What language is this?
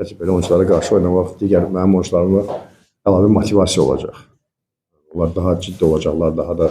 Azerbaijani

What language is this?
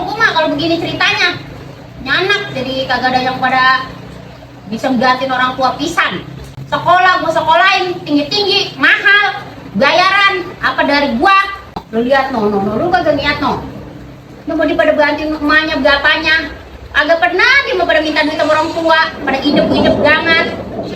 Betawi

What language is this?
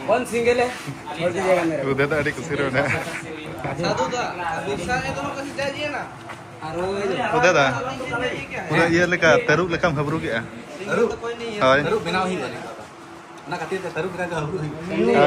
Santali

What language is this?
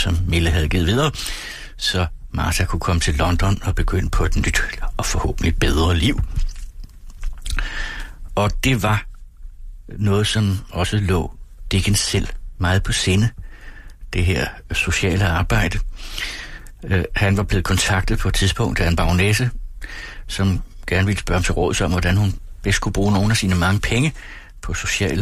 Danish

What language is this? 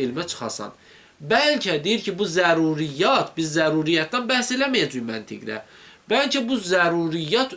Azerbaijani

